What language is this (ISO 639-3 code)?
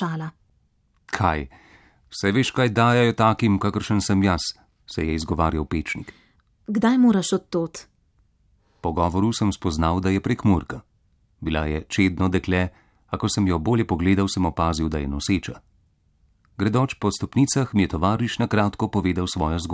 slv